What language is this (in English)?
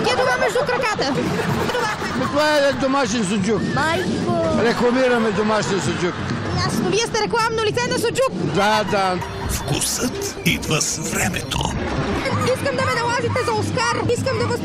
Bulgarian